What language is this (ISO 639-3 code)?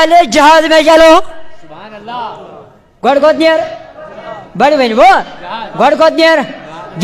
kas